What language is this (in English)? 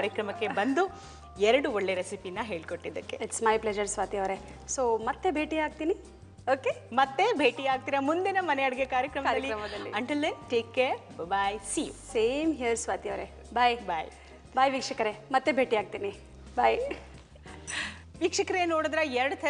Kannada